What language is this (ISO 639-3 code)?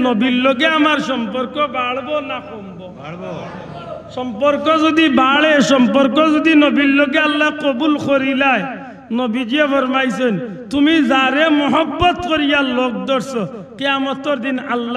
syl